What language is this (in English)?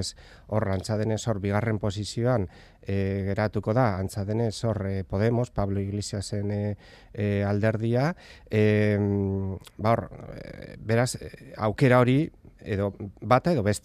Basque